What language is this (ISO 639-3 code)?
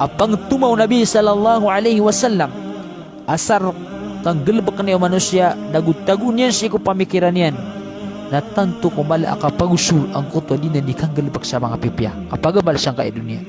mrw